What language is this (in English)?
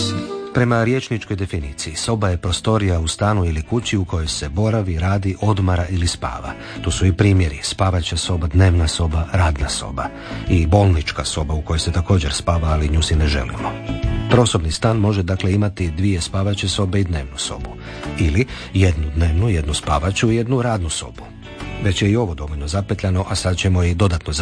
Croatian